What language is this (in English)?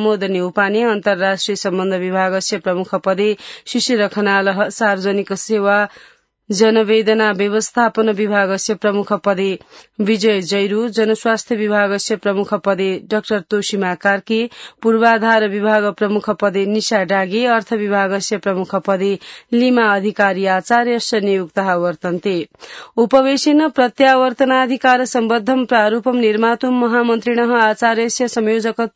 Sanskrit